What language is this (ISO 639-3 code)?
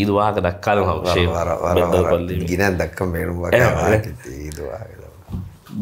div